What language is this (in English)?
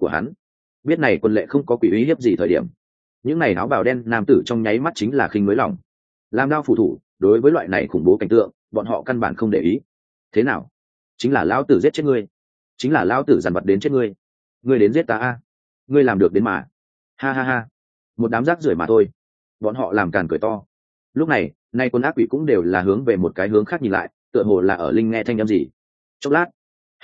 Vietnamese